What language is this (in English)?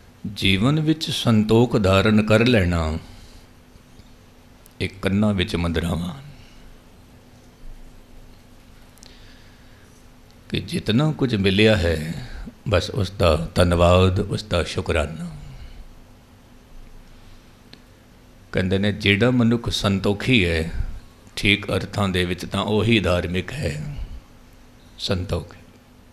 Punjabi